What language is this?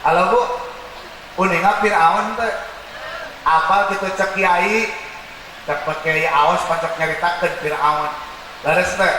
Sundanese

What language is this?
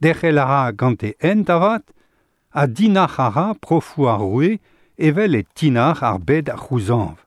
Breton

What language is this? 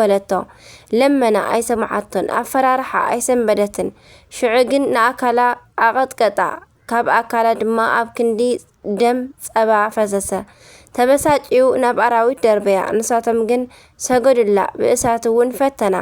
Tigrinya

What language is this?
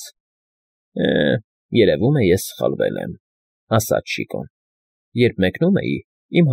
Armenian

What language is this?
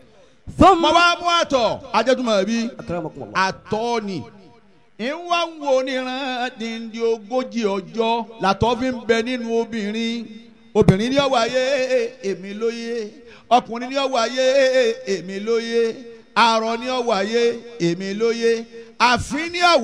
Yoruba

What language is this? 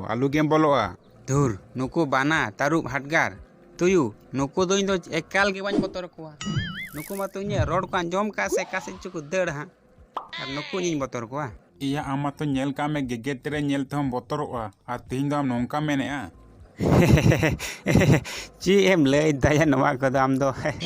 Santali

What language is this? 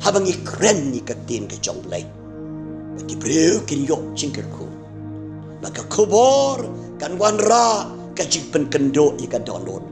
Khasi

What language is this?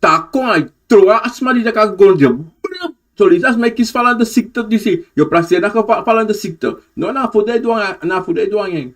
Sranan Tongo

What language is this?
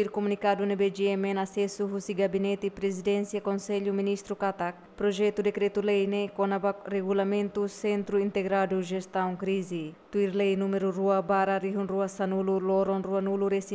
Tetum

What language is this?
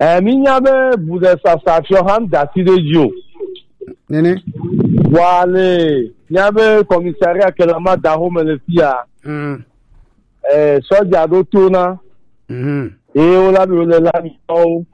Gen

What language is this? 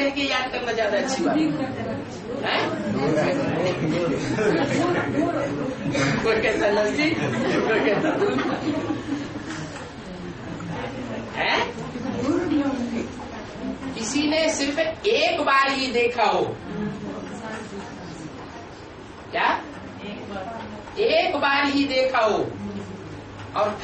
Hindi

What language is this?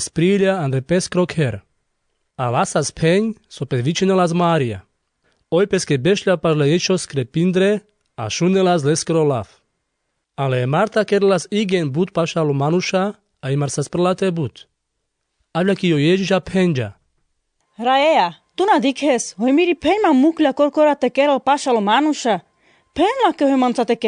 Carpathian Romani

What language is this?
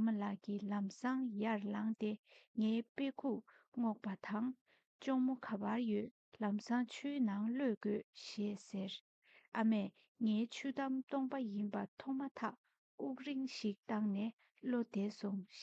Tibetan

